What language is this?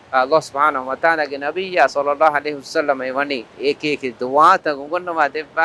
Divehi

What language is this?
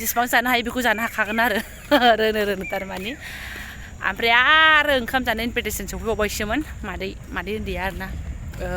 Bodo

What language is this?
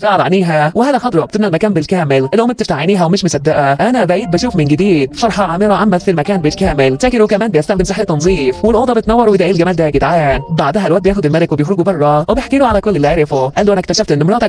Egyptian Arabic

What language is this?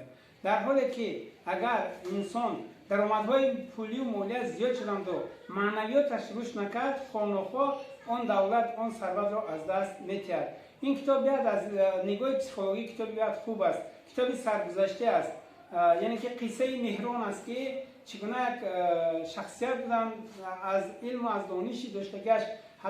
Tajik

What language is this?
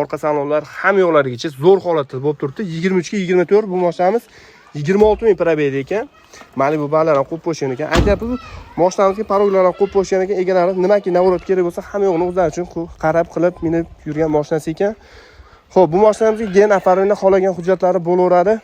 Uzbek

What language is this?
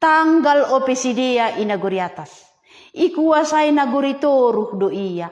Batak Simalungun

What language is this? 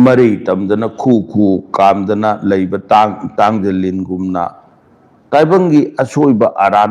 Manipuri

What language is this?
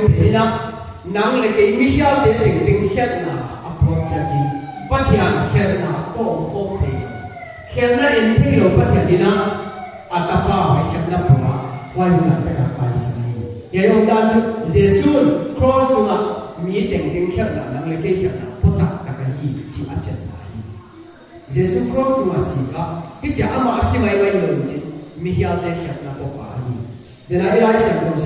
Paite Chin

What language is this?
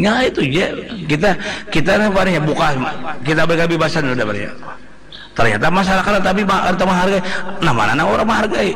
Banjar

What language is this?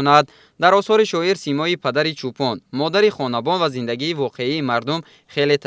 Tajik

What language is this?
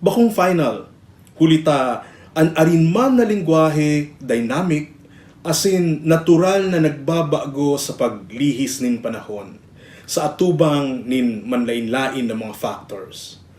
Bikol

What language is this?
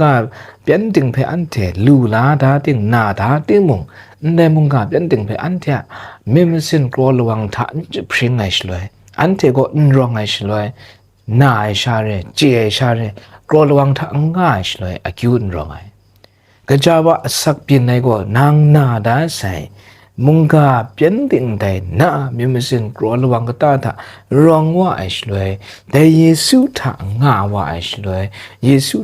Kachin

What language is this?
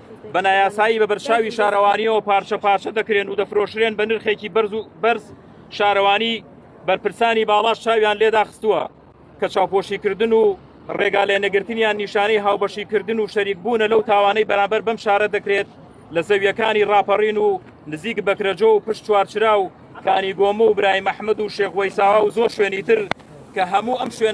Central Kurdish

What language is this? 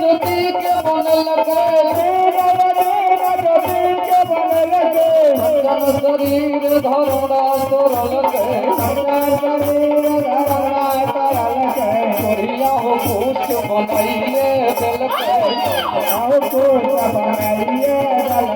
Maithili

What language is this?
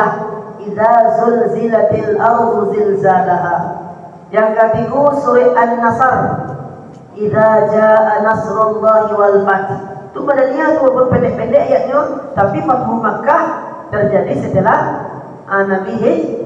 Minangkabau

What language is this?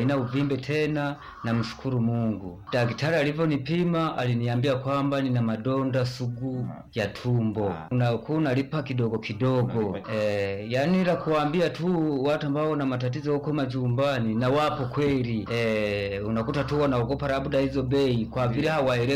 Swahili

